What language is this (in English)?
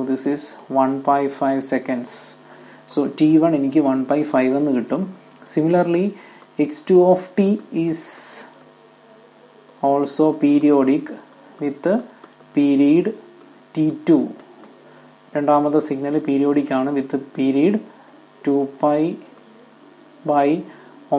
Malayalam